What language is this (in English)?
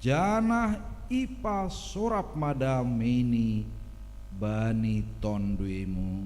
Batak Simalungun